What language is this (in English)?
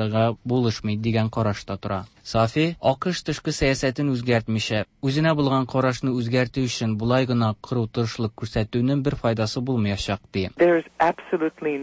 Tatar